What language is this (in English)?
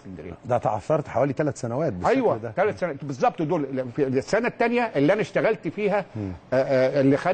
Egyptian Arabic